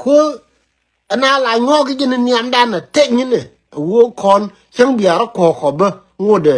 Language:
Nuer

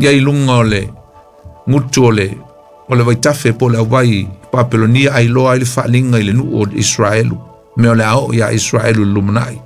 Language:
Samoan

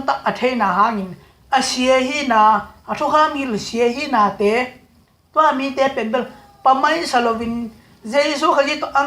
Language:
Tedim Chin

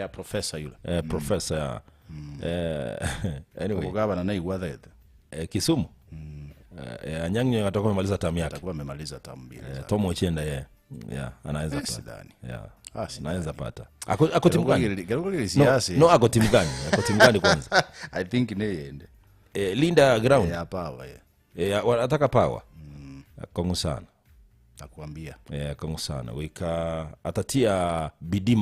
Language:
Gusii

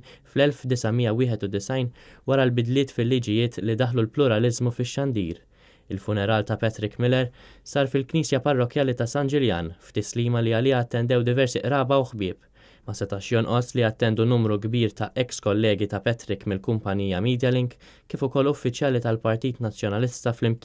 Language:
Maltese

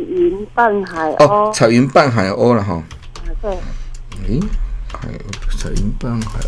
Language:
Min Nan Chinese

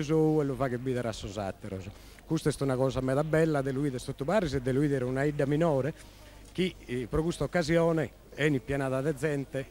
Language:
Sardinian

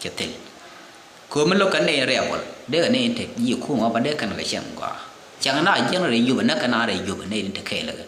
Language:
Nuer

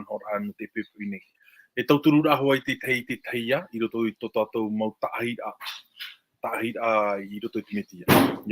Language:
Tahitian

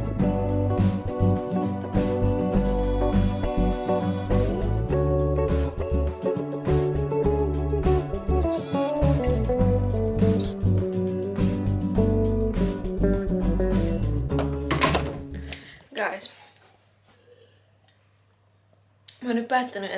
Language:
Finnish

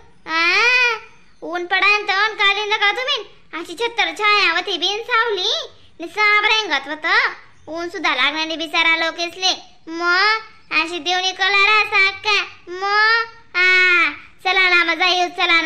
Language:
Khandesi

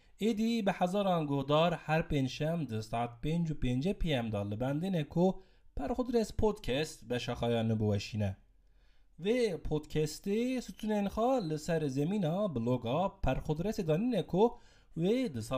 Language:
Kurdish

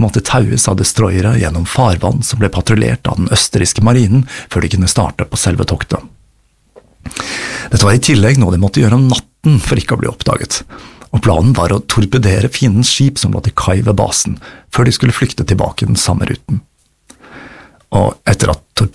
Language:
Norwegian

